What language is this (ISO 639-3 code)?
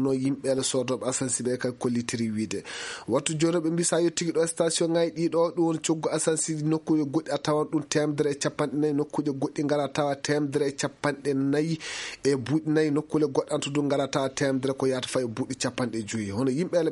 ful